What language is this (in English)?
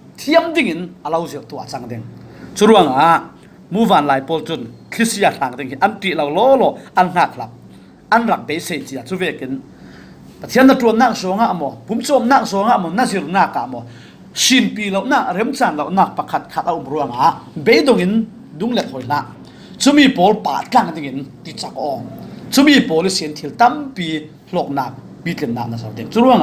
Falam Chin